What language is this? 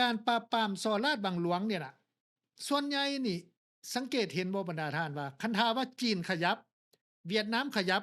Lao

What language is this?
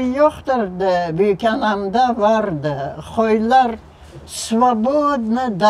Crimean Tatar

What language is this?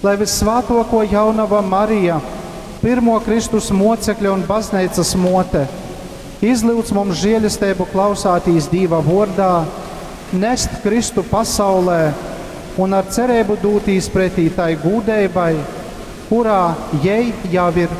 Latgalian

